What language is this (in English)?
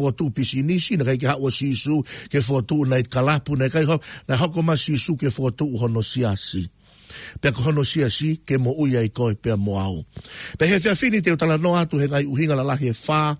Tongan